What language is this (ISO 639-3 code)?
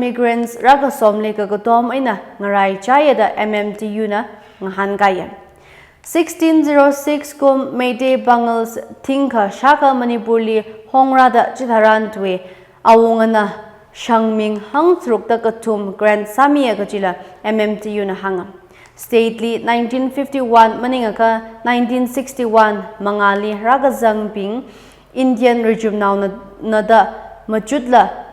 nmf